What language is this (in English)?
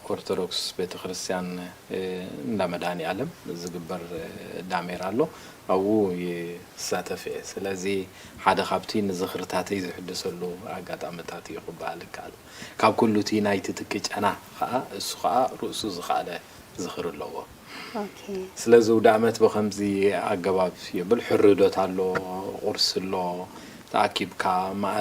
Tigrinya